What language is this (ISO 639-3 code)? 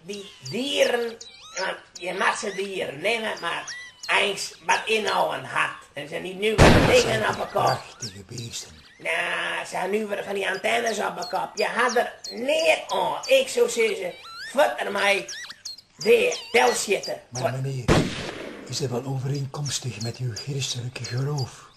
fry